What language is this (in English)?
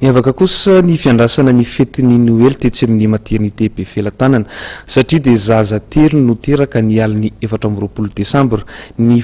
Malagasy